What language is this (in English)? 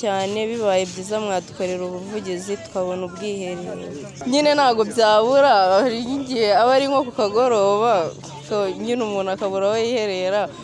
Kinyarwanda